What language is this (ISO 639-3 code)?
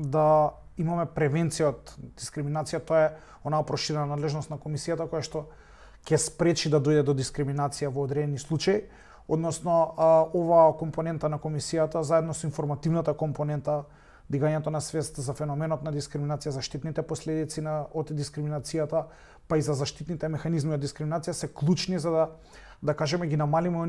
mkd